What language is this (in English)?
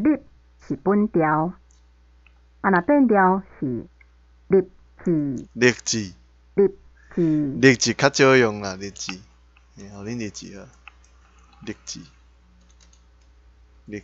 Min Nan Chinese